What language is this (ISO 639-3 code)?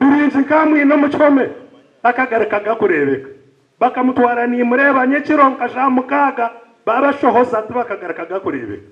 nyn